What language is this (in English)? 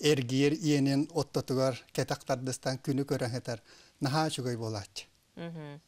Yakut